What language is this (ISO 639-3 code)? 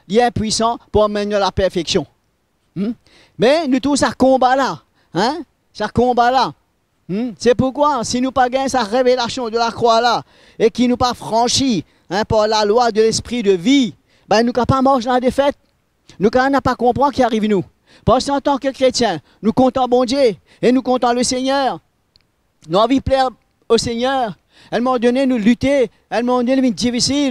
mfe